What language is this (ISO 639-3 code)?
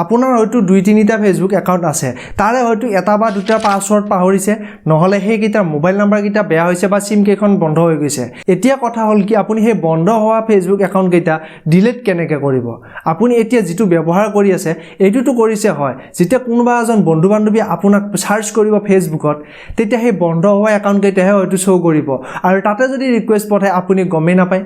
asm